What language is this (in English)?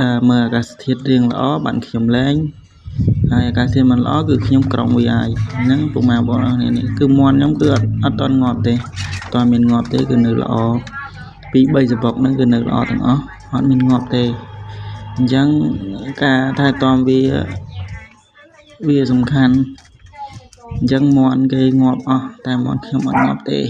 Khmer